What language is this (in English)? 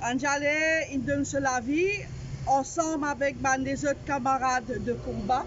Morisyen